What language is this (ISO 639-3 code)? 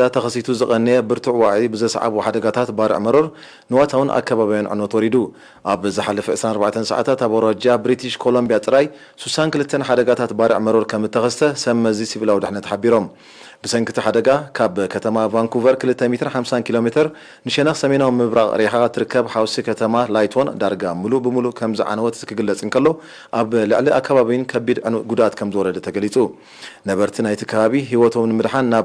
tir